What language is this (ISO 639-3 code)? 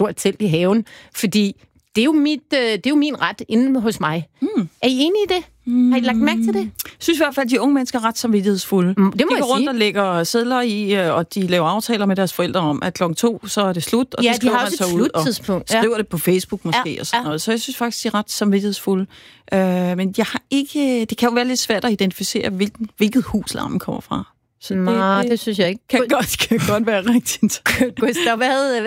dan